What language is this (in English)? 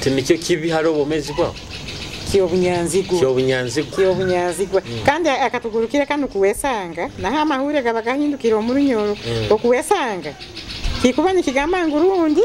Nyoro